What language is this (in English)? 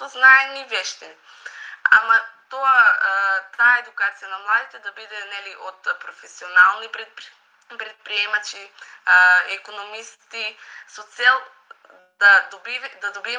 Macedonian